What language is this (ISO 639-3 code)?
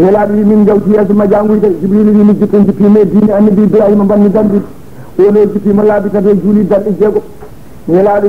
ful